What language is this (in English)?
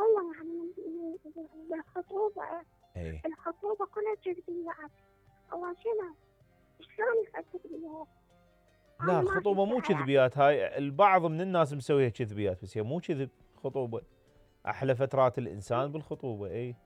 Mesopotamian Arabic